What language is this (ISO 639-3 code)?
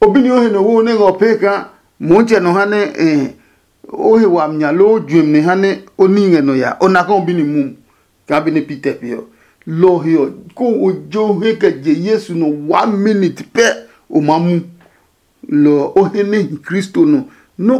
ada